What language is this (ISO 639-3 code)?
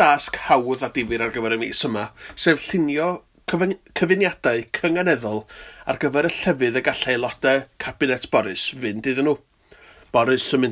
cym